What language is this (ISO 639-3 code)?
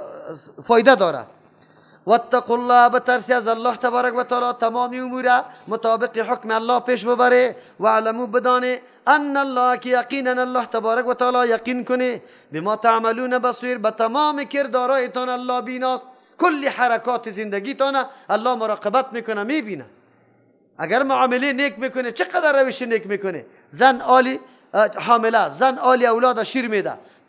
fas